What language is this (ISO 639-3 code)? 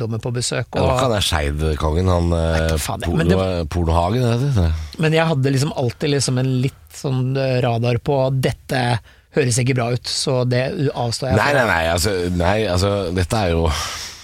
nor